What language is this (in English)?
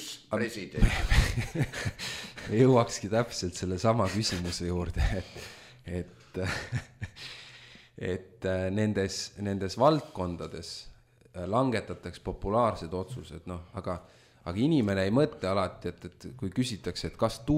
Estonian